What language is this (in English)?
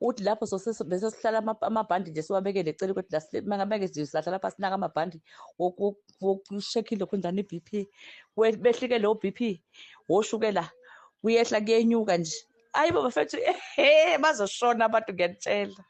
Zulu